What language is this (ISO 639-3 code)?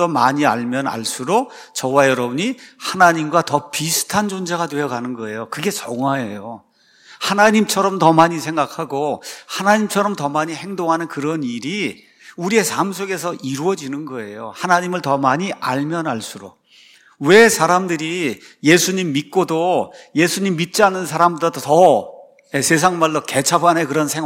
kor